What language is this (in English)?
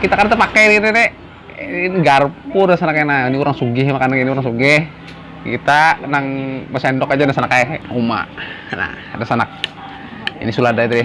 Banjar